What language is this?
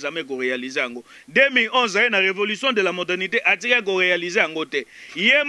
Lingala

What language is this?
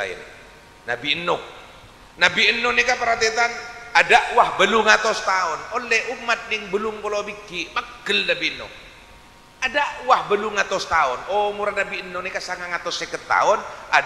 Madurese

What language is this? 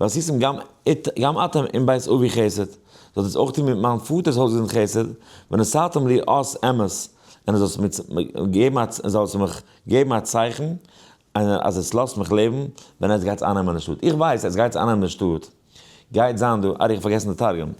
Yiddish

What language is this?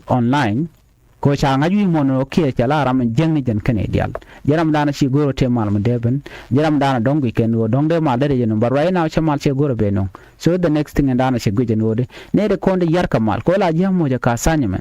Nuer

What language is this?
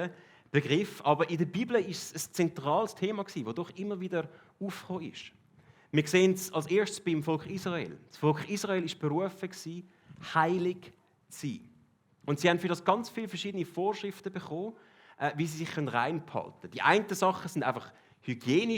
Swiss German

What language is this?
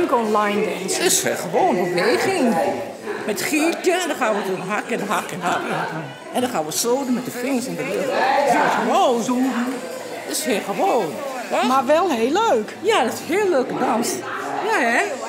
Western Frisian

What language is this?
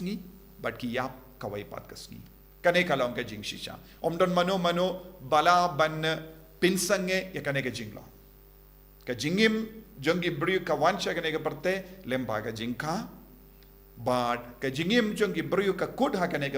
Khasi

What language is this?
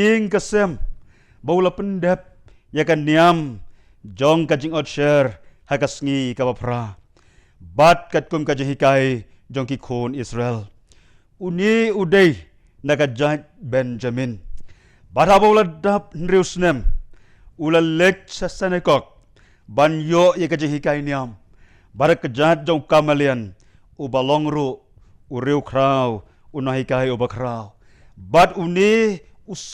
Khasi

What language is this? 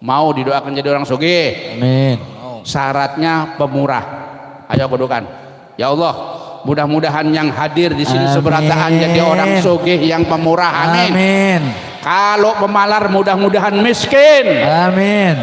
Banjar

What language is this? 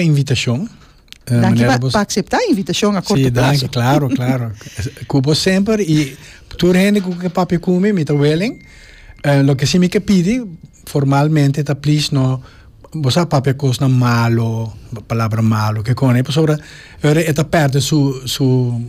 Papiamento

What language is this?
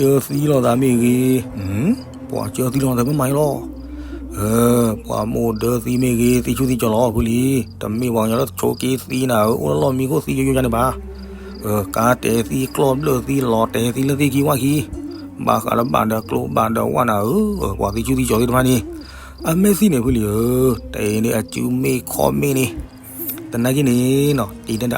S'gaw Karen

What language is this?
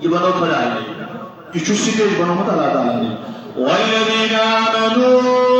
Kashmiri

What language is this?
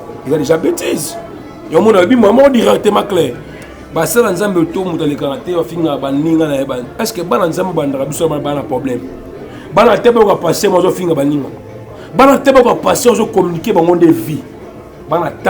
Lingala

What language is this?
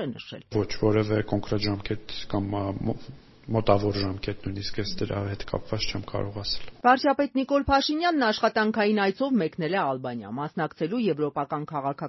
Armenian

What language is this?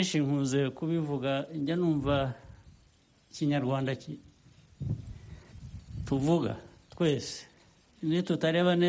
Kinyarwanda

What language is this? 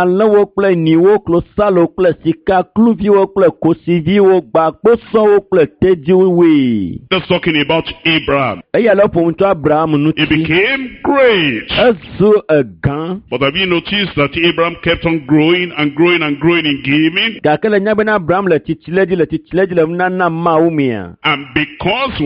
Ewe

